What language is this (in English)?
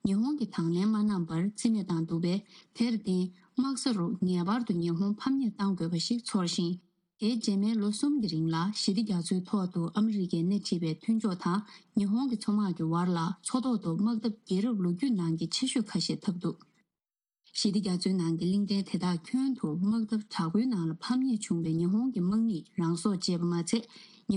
Tibetan